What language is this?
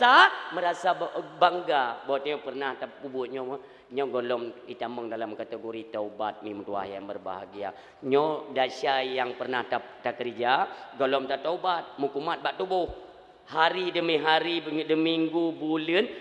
Achinese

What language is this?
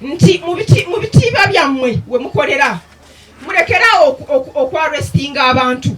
Ganda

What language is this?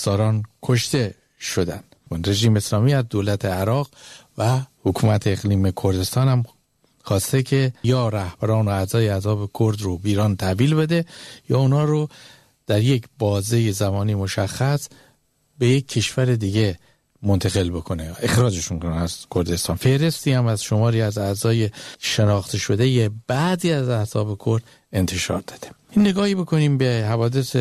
Persian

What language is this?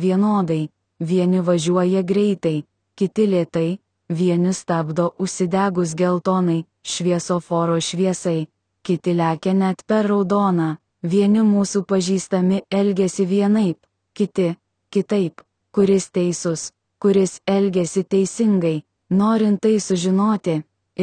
Lithuanian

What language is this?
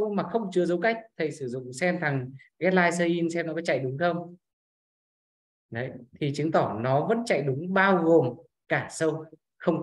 Vietnamese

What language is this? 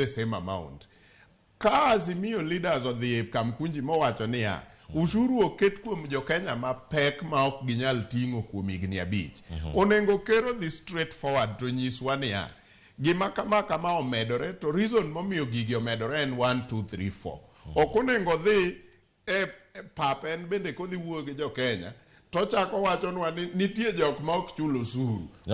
Luo (Kenya and Tanzania)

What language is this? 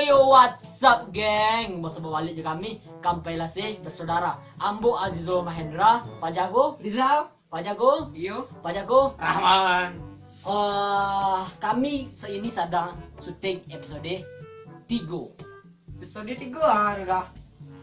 Minangkabau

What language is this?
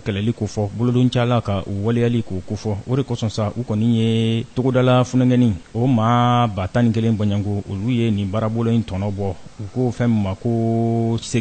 Bambara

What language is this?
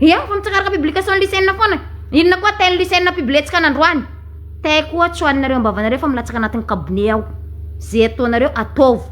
Malagasy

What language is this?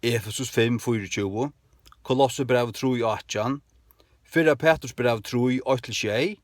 Faroese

